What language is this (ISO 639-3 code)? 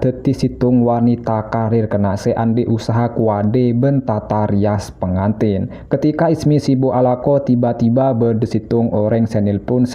mad